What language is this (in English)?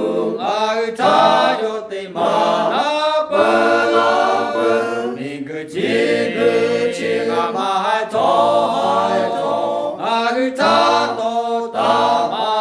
Lahu